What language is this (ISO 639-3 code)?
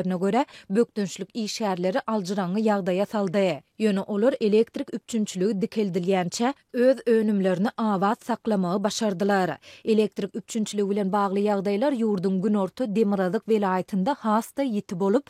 tuk